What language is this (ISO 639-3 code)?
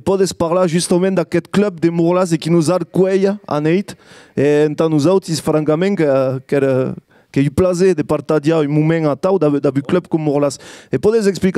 oci